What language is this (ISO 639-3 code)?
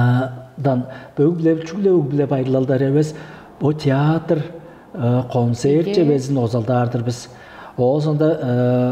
tyv